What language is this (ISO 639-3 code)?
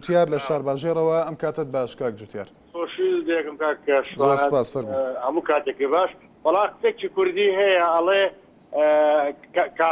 ckb